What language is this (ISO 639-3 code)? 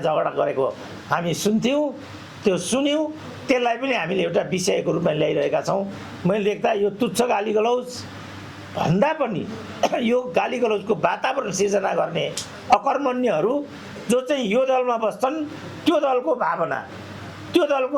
nep